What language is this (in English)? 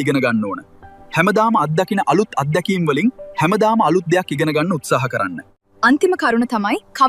Sinhala